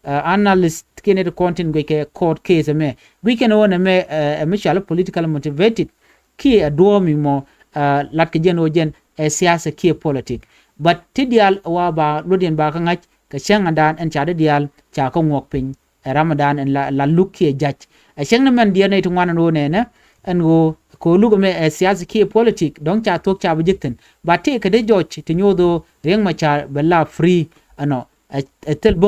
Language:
Nuer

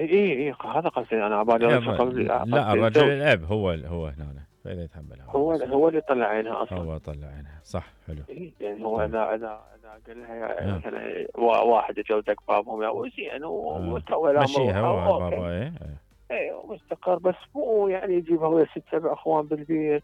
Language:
Mesopotamian Arabic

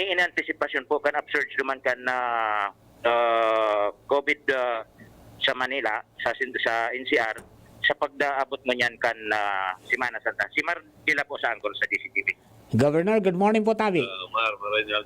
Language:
Bikol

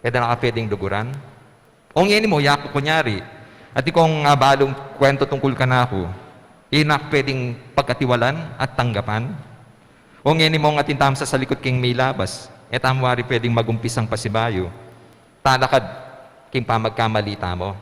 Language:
Pampanga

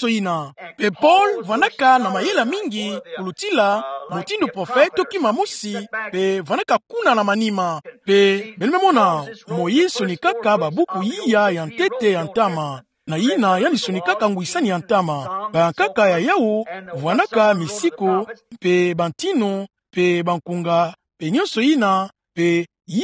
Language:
Kituba (Democratic Republic of Congo)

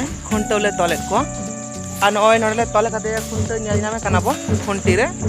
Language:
Santali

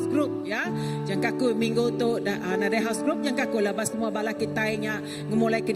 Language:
Iban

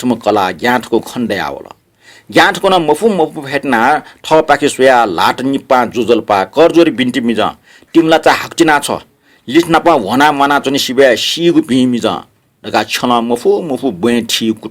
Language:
Newari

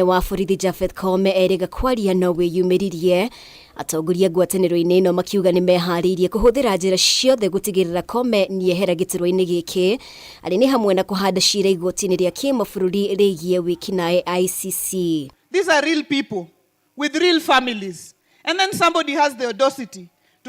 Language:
Kikuyu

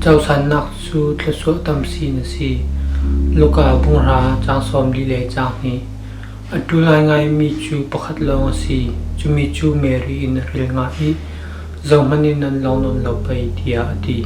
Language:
Falam Chin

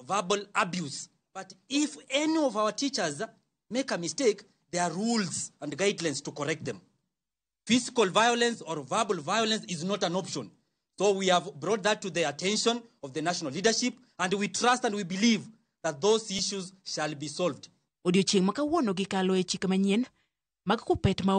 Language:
Luo (Kenya and Tanzania)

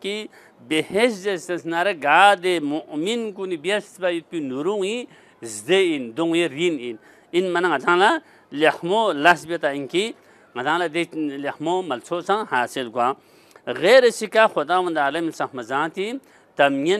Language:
Balti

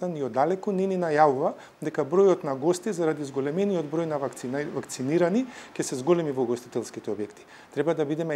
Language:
Macedonian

